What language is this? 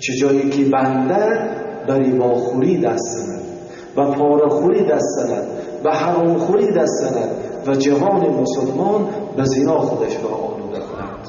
Tajik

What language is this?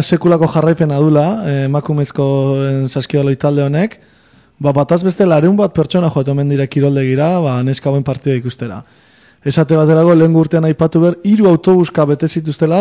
Basque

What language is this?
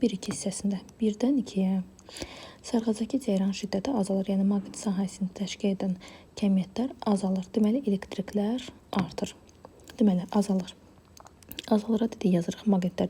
Azerbaijani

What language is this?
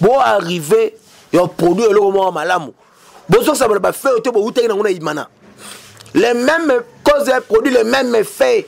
Lingala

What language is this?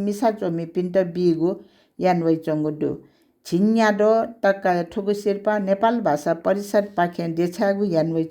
Newari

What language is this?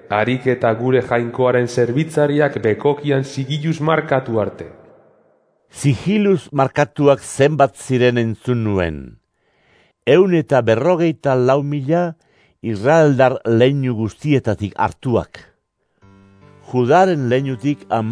Basque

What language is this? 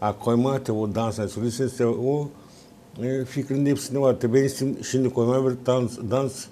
Gagauz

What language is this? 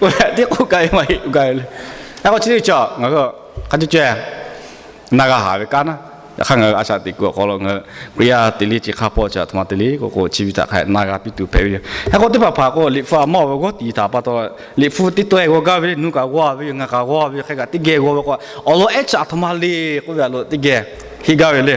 Lahu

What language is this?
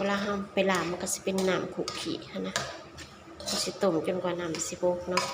Lao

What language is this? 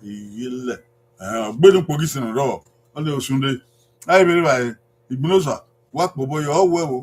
Bini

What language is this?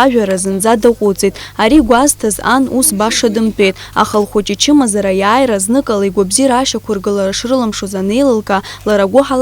Abkhazian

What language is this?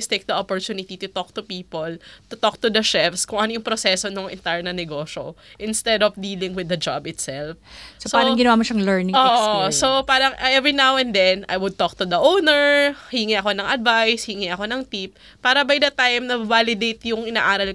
Filipino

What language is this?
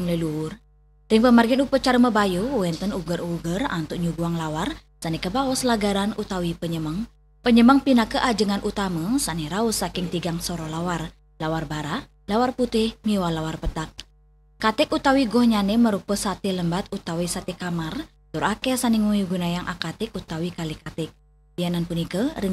Balinese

